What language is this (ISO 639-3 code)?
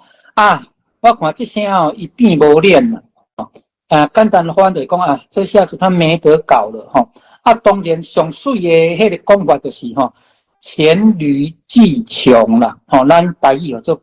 nan